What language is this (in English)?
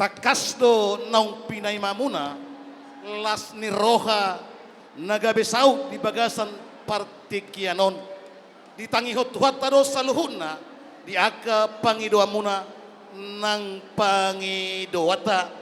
Batak Toba